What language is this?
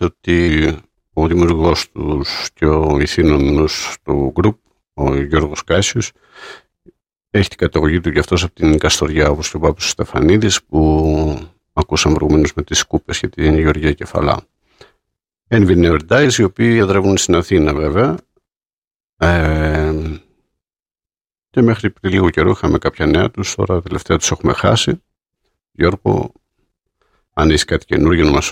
Greek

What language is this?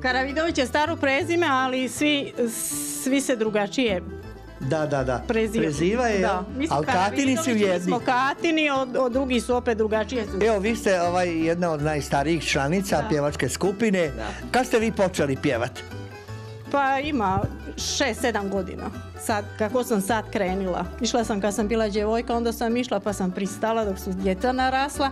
Croatian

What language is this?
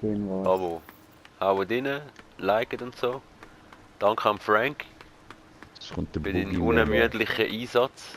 Swiss German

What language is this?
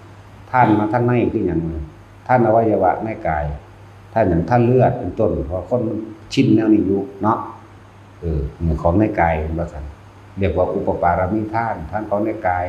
Northeastern Thai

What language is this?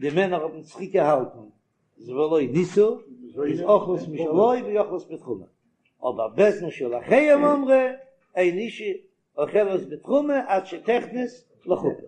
Yiddish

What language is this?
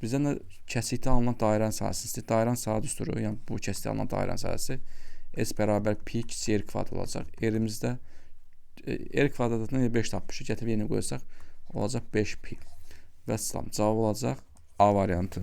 Azerbaijani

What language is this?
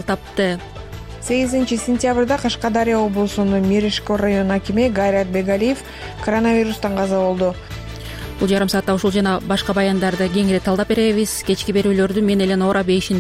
Kyrgyz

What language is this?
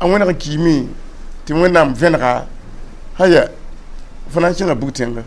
Mossi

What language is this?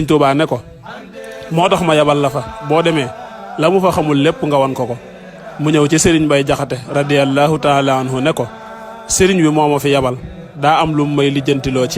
Wolof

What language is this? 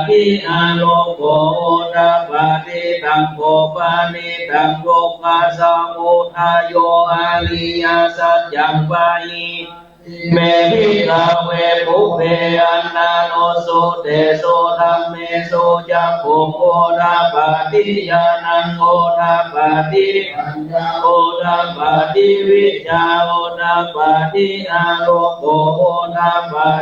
Pali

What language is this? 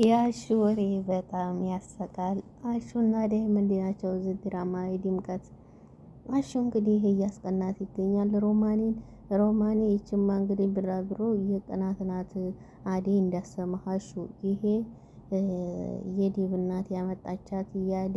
Amharic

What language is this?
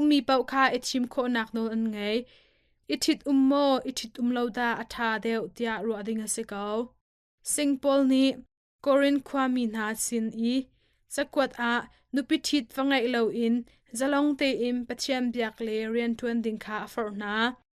Hakha Chin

